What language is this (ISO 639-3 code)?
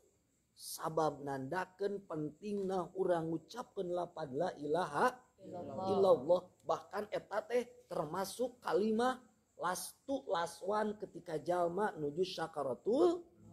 sun